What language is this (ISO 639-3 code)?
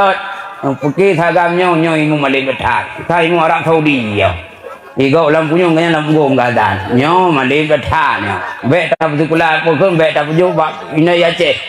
ace